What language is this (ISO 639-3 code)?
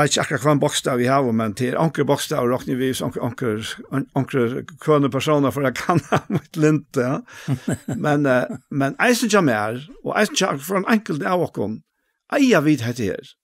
fao